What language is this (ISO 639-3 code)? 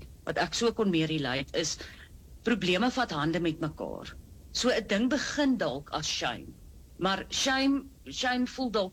afr